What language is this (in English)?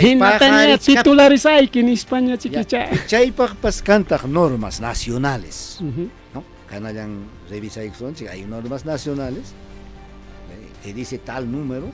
Ayacucho Quechua